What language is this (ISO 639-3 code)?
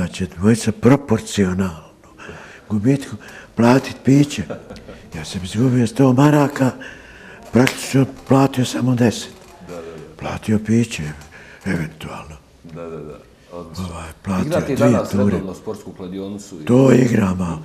bos